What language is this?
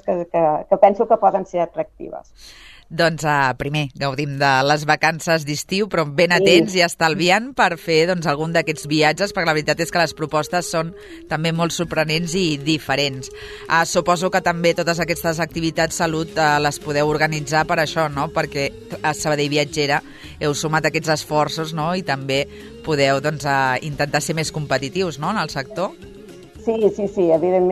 Catalan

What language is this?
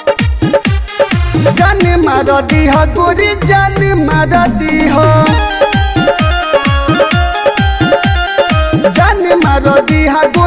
Bhojpuri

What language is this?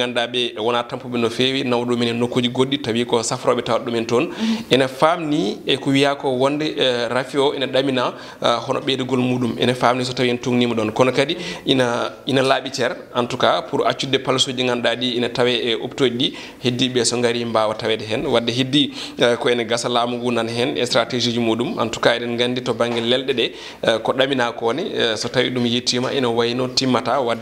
Fula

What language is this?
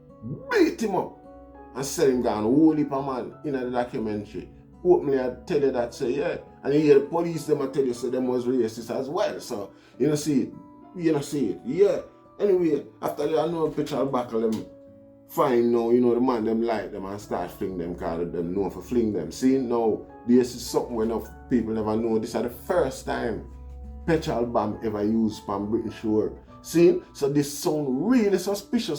Jamaican Creole English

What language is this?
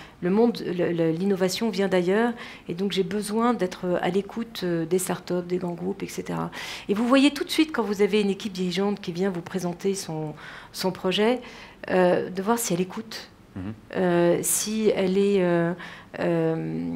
French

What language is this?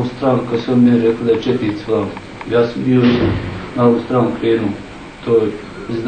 Bosnian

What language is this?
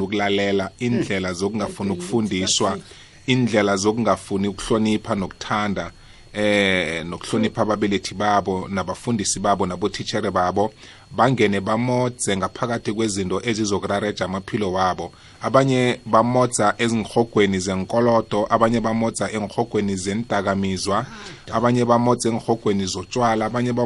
South Ndebele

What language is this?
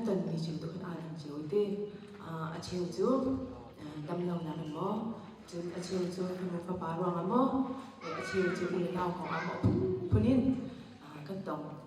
Hakha Chin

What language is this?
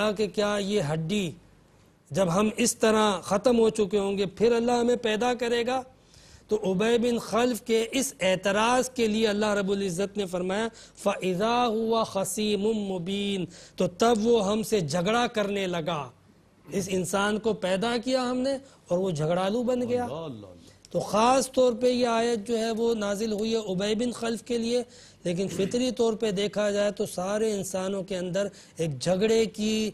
Urdu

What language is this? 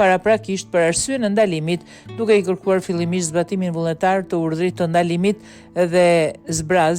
Albanian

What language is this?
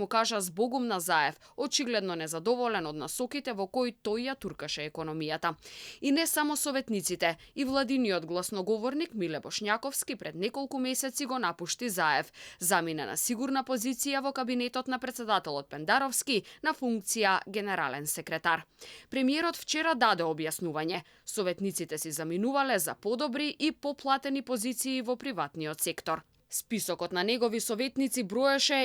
Macedonian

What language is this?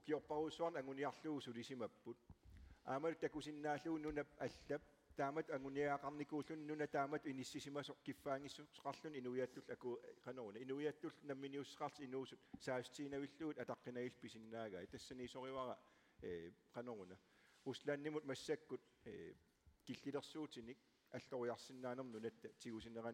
Kalaallisut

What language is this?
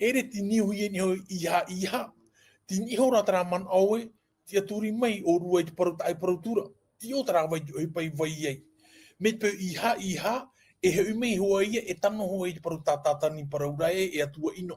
Tahitian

